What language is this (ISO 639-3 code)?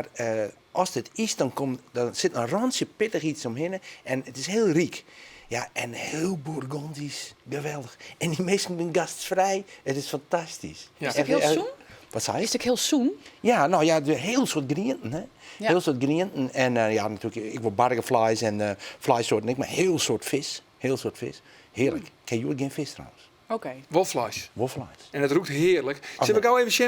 fry